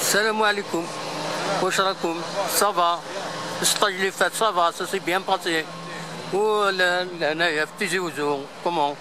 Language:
Algerian Arabic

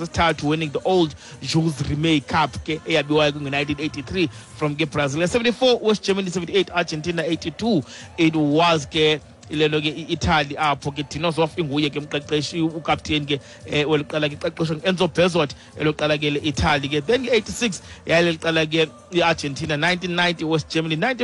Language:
Xhosa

